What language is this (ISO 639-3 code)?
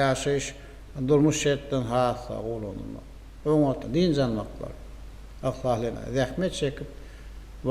tuk